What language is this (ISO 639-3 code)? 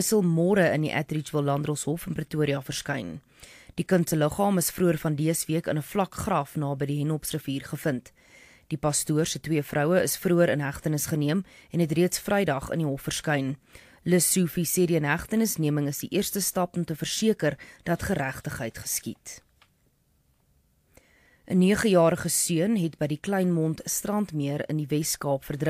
afr